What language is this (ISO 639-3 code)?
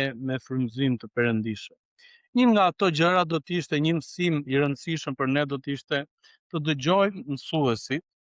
sqi